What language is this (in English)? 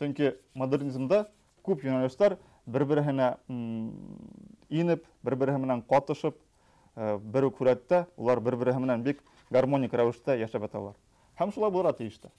Bashkir